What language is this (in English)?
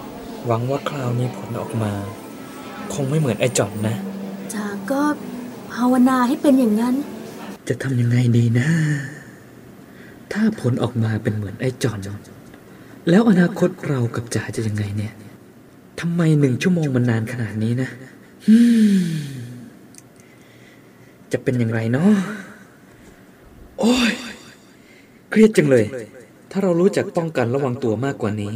Thai